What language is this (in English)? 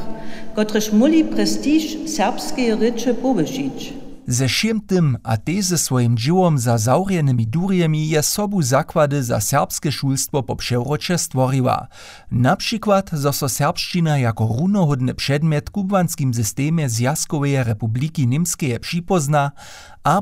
Upper Sorbian